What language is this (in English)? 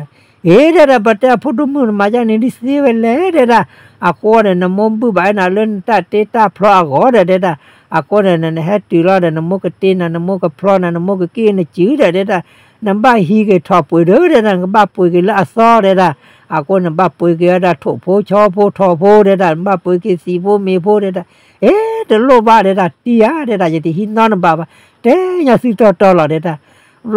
S'gaw Karen